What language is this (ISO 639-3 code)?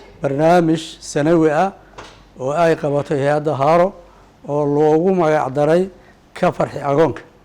som